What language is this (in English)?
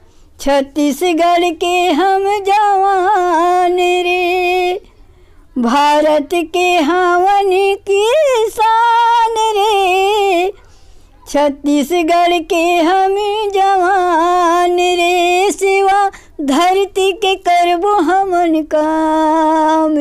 Chhattisgarhi